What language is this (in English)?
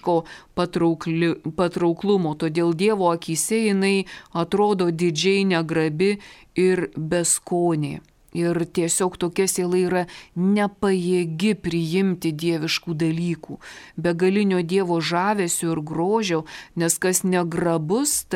Lithuanian